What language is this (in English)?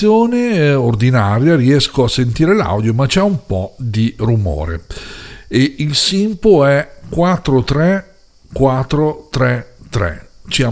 Italian